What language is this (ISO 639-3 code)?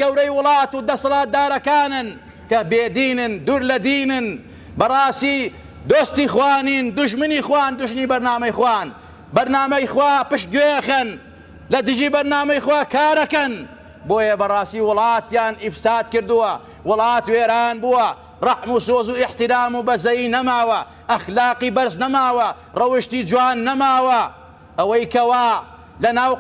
ckb